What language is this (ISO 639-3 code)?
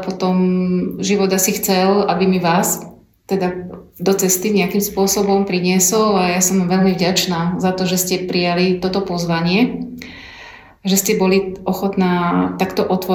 slk